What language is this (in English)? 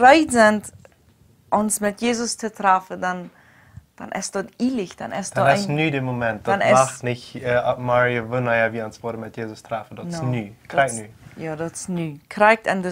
Plautdietsch